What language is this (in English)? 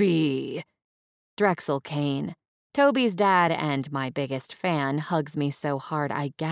English